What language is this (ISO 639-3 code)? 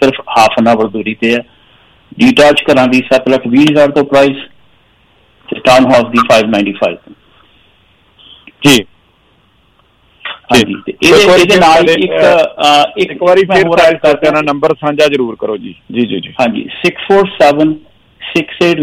pan